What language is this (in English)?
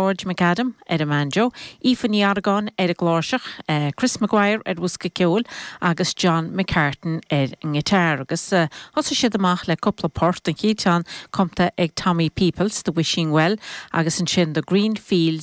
Irish